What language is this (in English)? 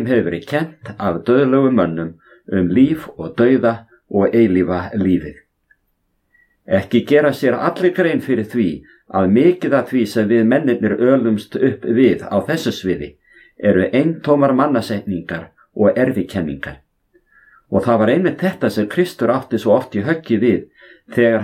Icelandic